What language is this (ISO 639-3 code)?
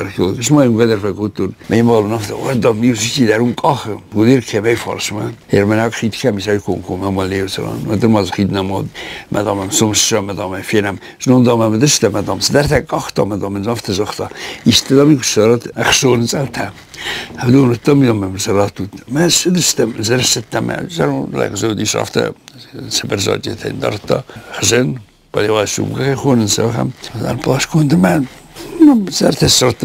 oss